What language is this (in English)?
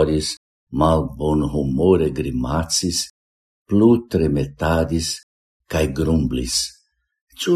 Esperanto